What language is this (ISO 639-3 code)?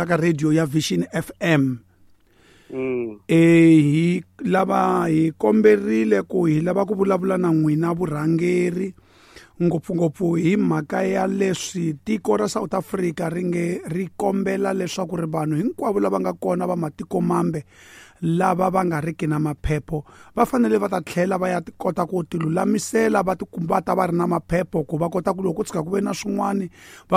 tso